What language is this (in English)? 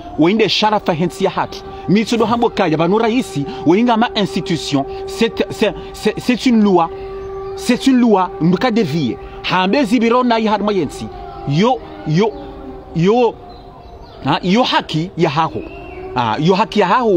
Ngazidja Comorian